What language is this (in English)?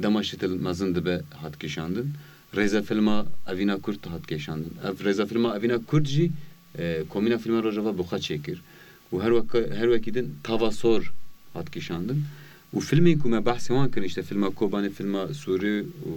Kurdish